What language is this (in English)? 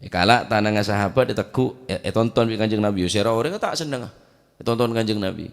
Madurese